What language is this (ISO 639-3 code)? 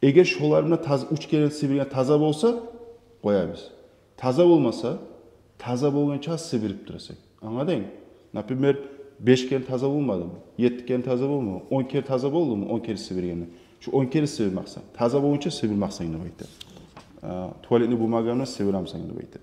kum